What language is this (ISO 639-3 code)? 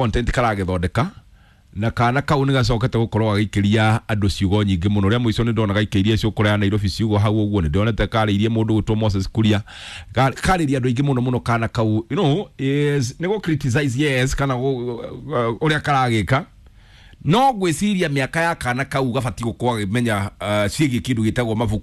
kik